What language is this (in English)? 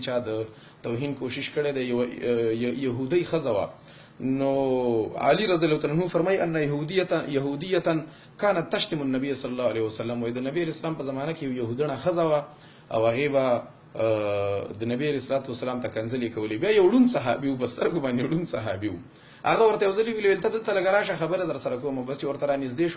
Pashto